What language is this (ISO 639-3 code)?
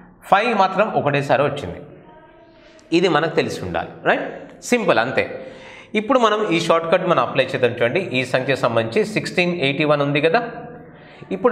tel